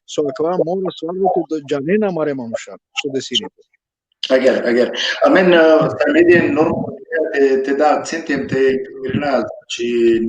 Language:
Balkan Romani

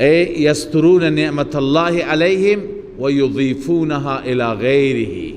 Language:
Persian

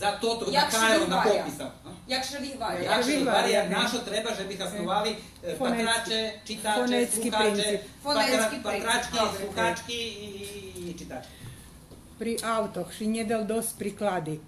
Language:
Rusyn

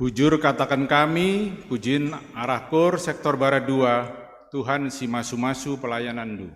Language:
Batak Karo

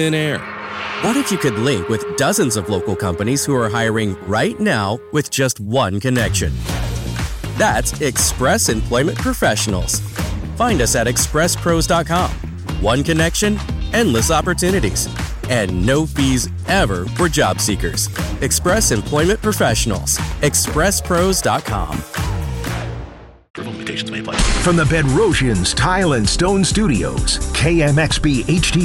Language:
English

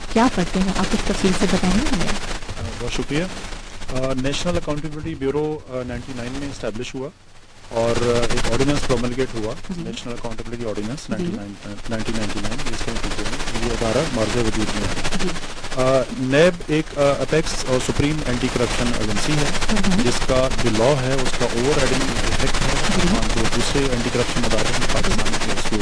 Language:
Urdu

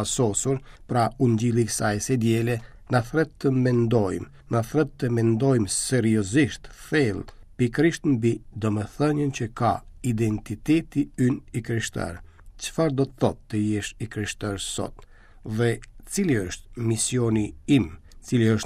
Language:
Albanian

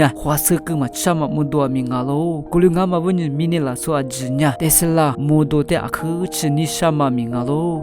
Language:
Lisu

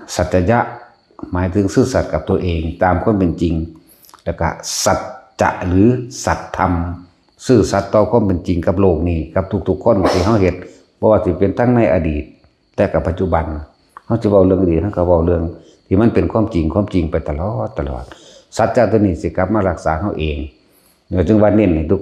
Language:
Northeastern Thai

